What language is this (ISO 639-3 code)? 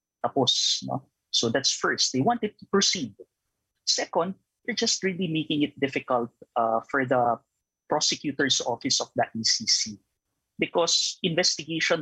fil